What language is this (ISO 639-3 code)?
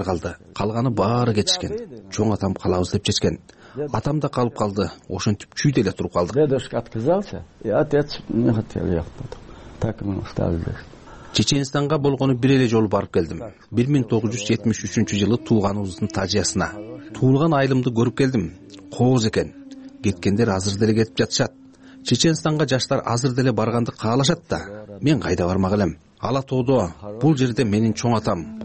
kir